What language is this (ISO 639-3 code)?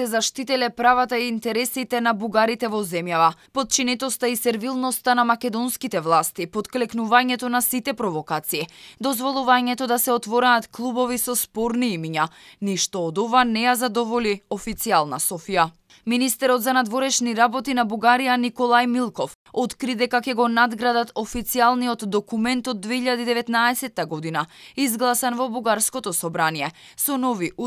mkd